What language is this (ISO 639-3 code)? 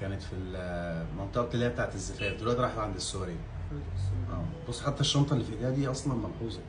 arz